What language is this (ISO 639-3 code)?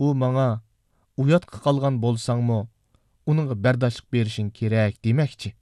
uig